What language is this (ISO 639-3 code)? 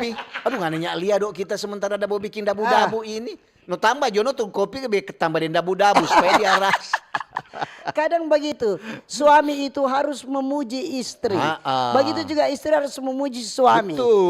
xmm